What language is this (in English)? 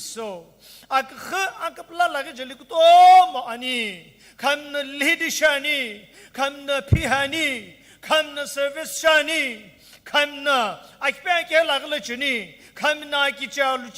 Sumi Naga